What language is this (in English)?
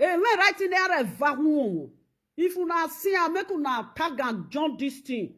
Nigerian Pidgin